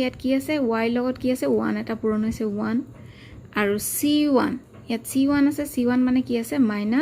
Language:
Assamese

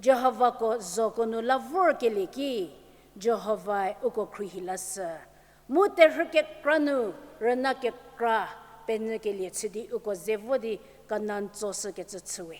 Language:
Angami Naga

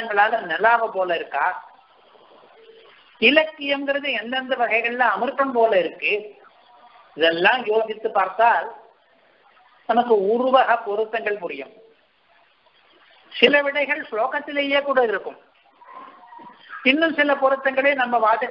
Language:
Tamil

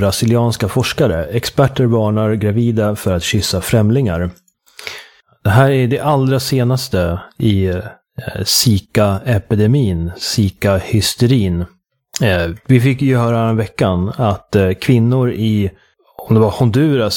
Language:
Swedish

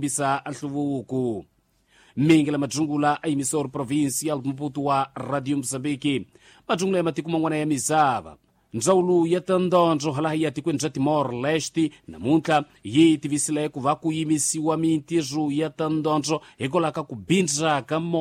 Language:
Tsonga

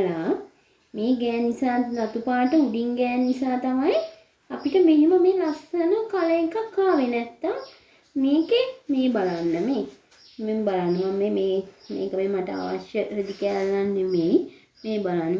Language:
Sinhala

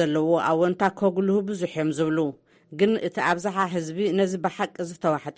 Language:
Tigrinya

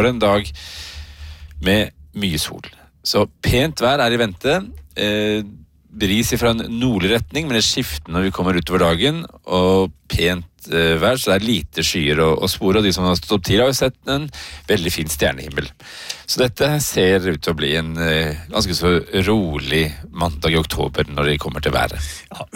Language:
Norwegian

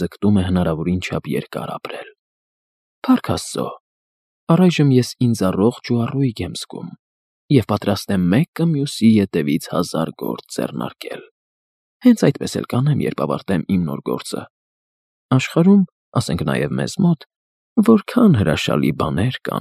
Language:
Armenian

